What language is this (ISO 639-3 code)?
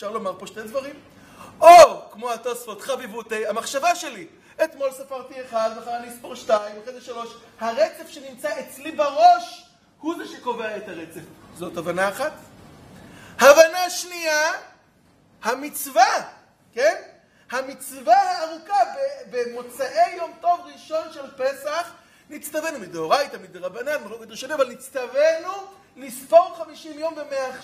heb